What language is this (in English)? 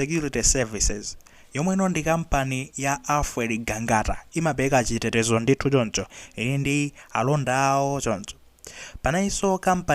Nyanja